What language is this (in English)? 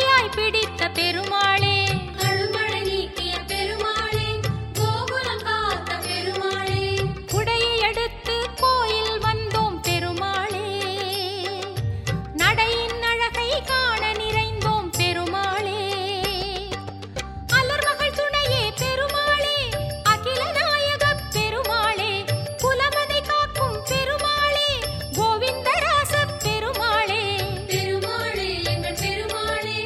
Tamil